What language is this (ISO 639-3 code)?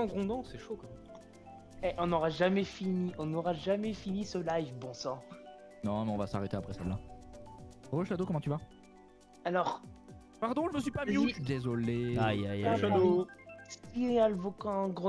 fra